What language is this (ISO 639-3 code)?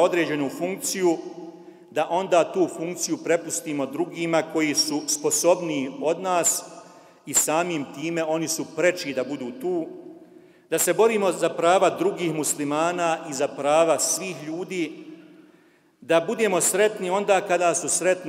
bos